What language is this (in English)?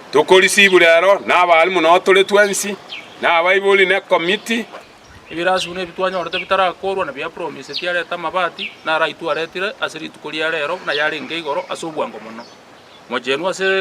Gusii